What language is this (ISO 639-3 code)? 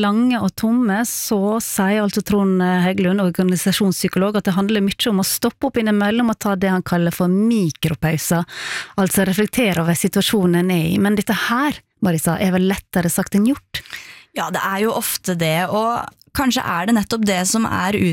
nor